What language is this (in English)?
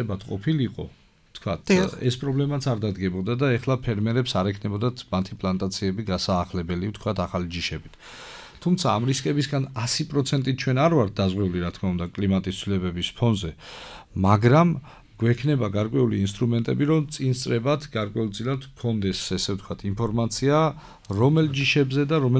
Georgian